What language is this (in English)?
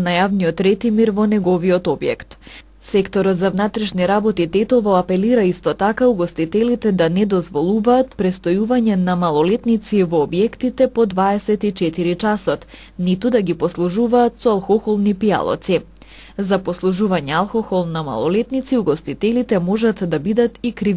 Macedonian